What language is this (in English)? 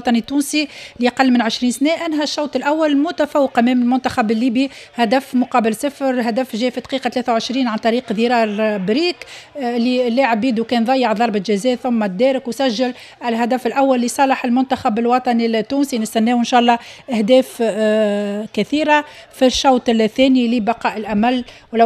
Tunisian Arabic